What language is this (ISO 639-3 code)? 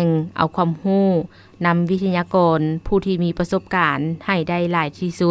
lao